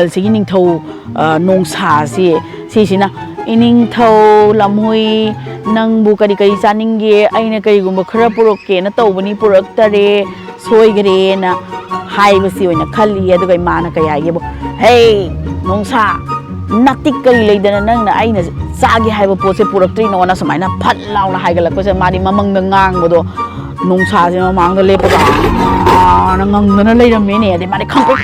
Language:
Manipuri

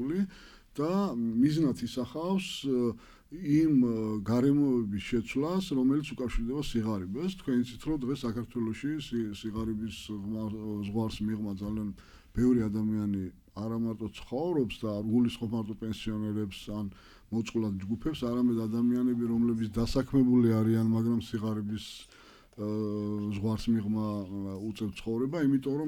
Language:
Georgian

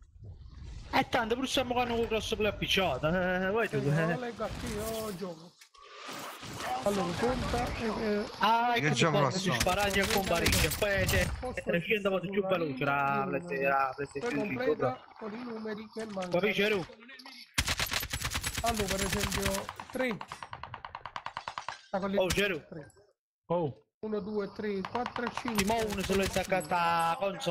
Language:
Italian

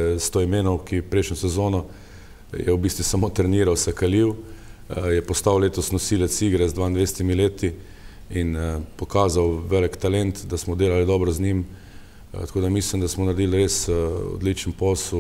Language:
Slovenian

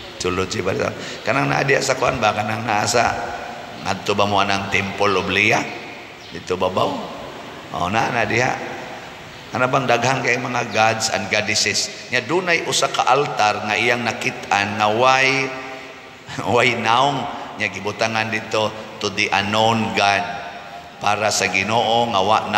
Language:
Cebuano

